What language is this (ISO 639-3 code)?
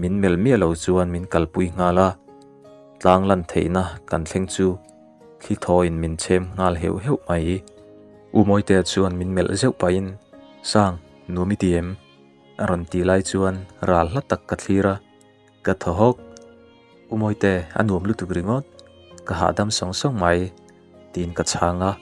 lus